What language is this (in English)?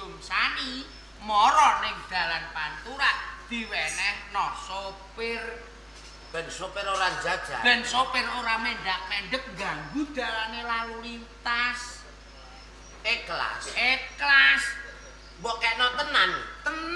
Javanese